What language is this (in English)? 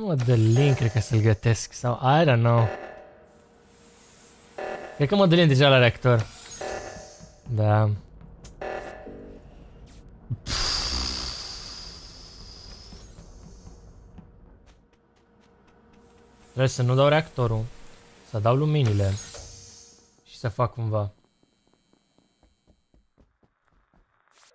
Romanian